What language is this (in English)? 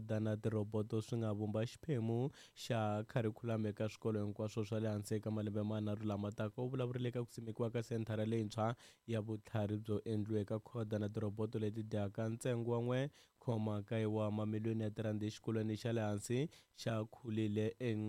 Tsonga